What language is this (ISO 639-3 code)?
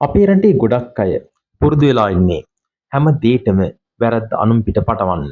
sin